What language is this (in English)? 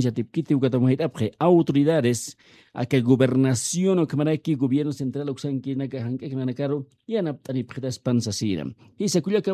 Aymara